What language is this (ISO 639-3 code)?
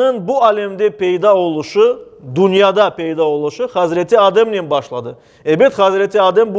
crh